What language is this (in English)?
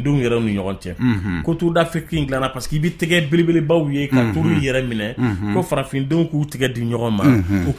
Bambara